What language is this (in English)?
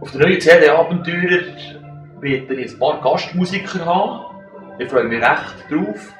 Swiss German